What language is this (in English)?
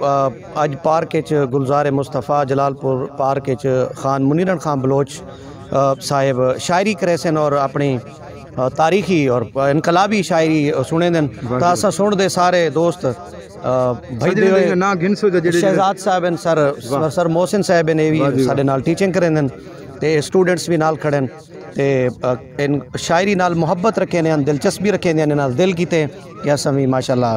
Saraiki